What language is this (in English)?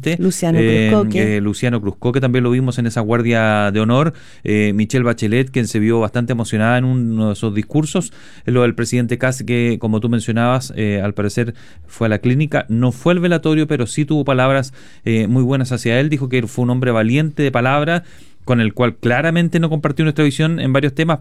Spanish